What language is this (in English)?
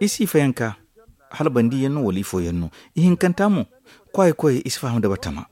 Zarma